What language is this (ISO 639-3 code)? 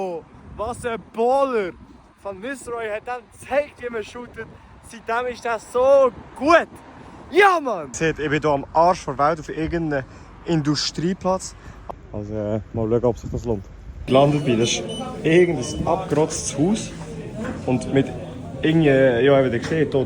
gsw